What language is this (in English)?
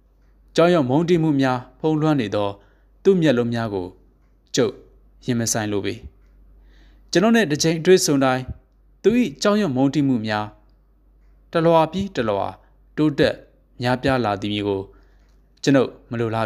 Burmese